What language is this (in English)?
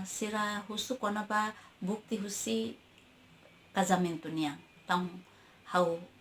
Tetum